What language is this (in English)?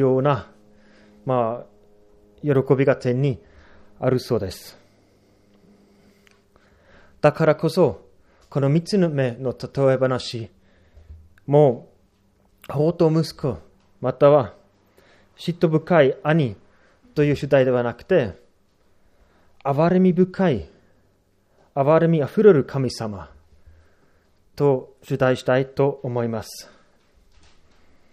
Japanese